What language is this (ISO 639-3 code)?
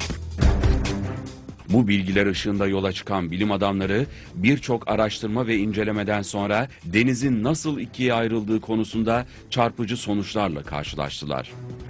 tur